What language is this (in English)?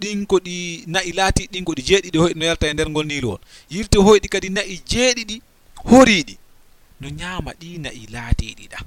Fula